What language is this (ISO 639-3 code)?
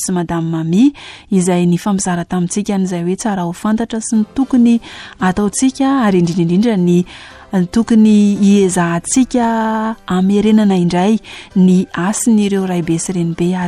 mlg